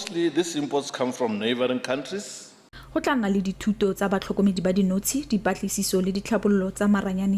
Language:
Tswana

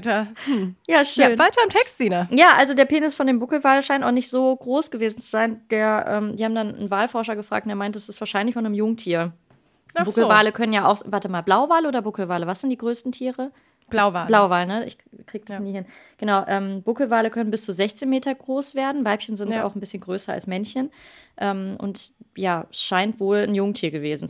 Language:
German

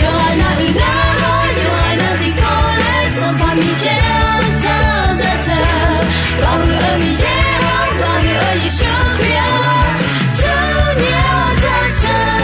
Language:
Akha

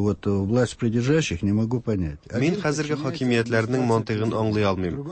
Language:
Tatar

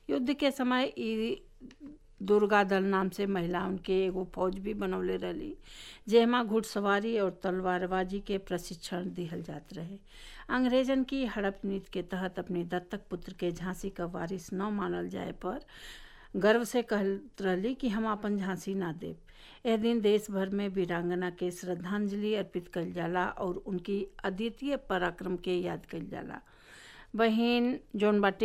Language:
Bhojpuri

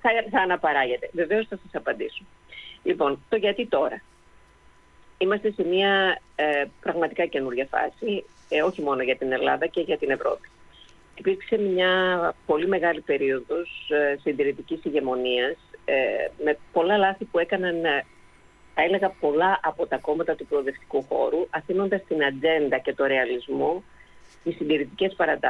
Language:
Greek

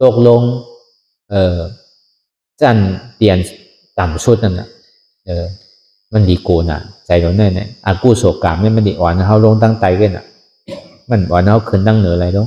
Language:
Shan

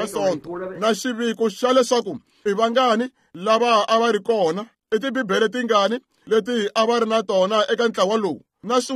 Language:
Tsonga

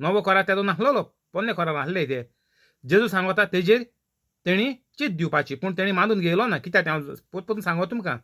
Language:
Konkani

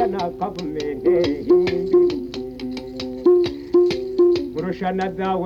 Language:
Kinyarwanda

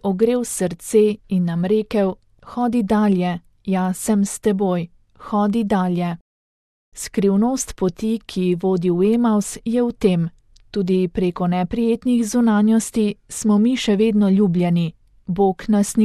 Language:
Slovenian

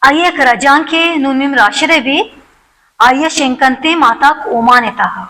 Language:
Baluchi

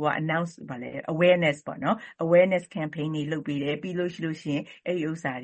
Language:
Burmese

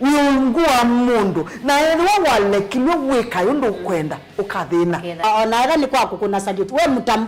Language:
Kamba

